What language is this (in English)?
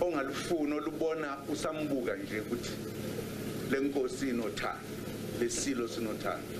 Zulu